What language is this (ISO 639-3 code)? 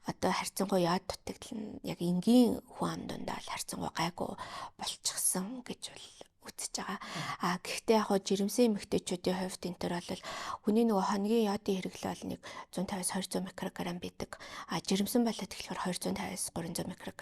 mon